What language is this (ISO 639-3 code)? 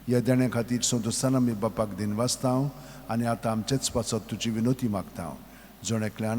kok